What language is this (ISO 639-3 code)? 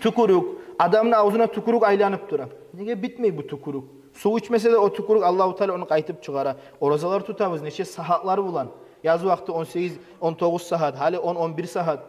kum